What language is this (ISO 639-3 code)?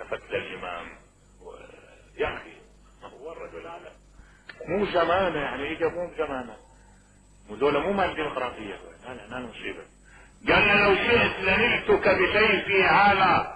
acm